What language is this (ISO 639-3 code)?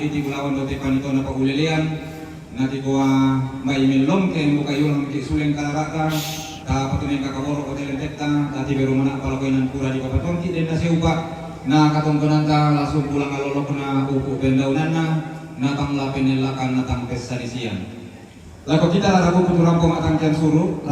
sda